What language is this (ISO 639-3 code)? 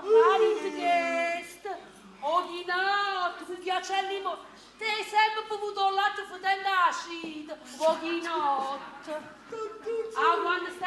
nap